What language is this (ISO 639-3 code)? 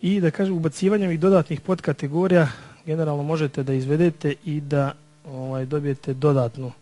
srp